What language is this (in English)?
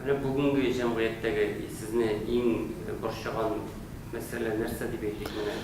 Tatar